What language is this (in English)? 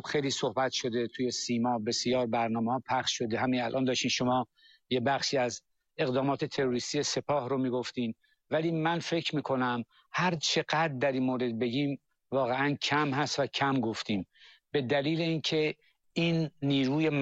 Persian